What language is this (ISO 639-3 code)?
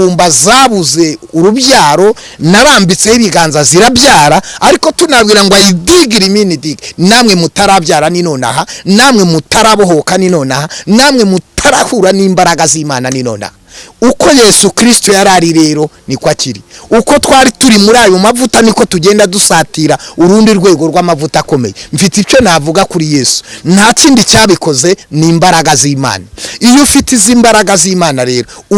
kin